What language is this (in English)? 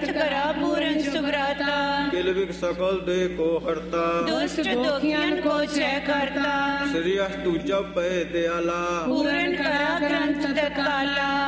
Punjabi